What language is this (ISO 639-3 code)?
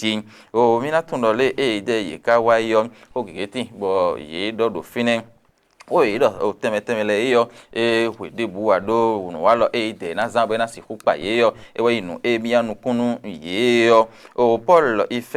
fon